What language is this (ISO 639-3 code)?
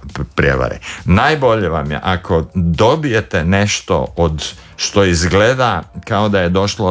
hrv